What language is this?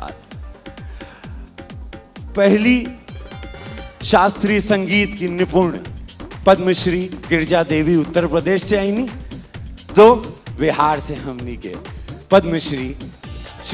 Bhojpuri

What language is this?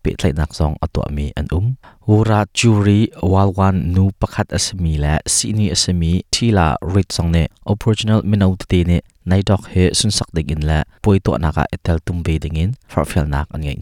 Hakha Chin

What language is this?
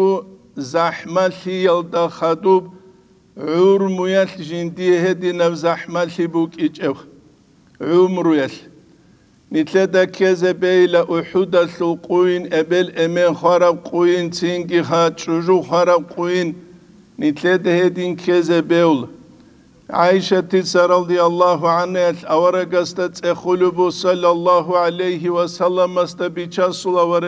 Avaric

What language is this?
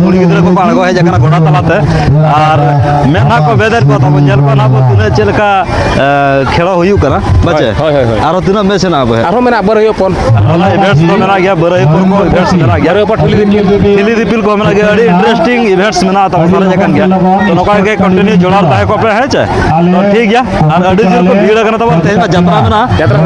Santali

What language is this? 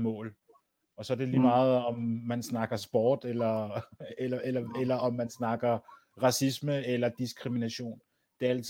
Danish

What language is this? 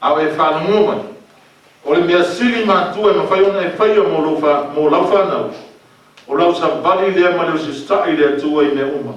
Samoan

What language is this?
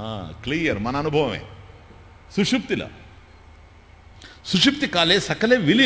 Telugu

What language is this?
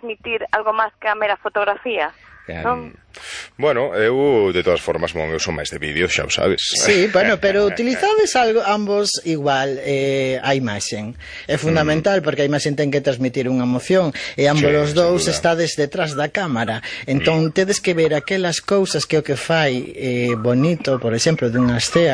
Galician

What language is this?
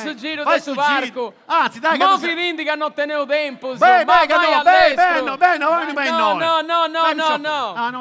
Sardinian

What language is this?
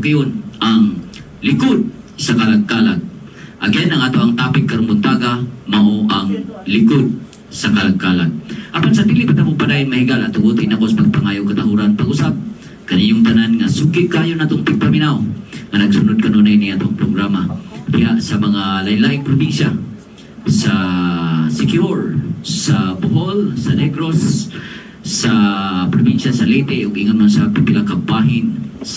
Cebuano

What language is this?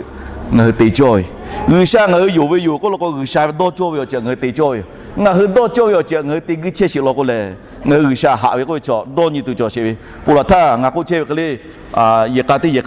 Lahu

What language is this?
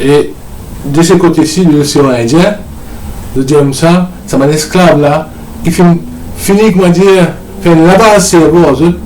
Morisyen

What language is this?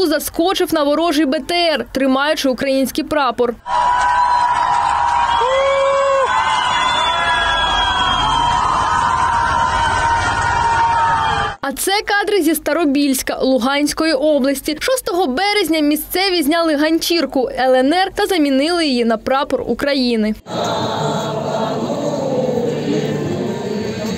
Ukrainian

